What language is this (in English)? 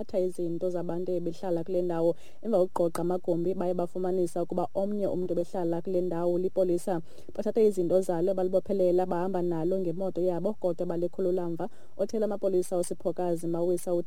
Xhosa